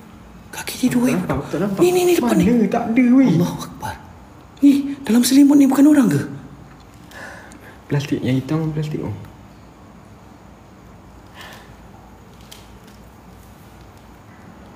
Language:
Malay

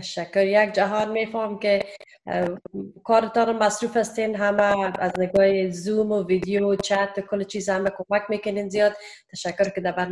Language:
Persian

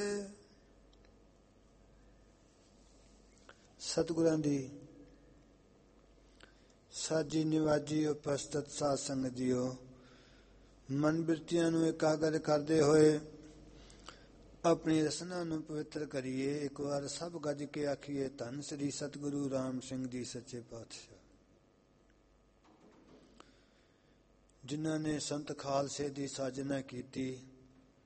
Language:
Punjabi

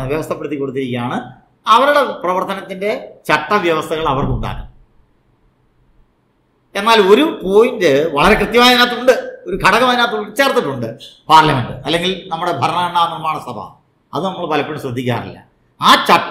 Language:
Malayalam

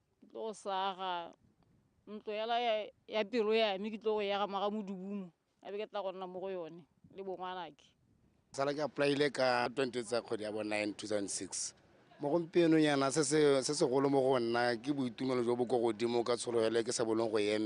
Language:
Tswana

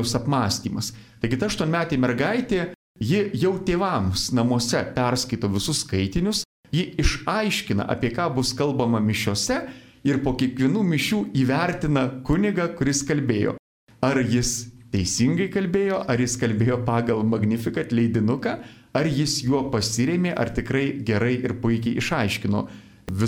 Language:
Lithuanian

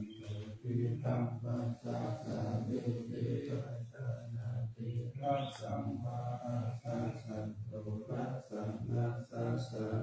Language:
Pali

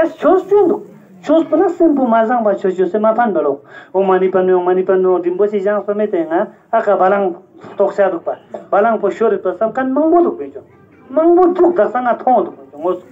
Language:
Ladakhi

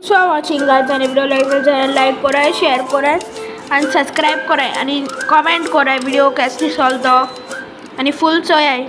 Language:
Konkani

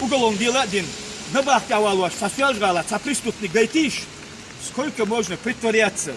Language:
Chechen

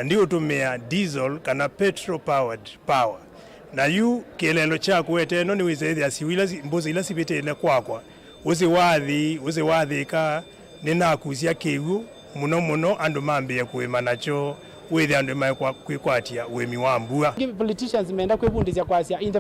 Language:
Kamba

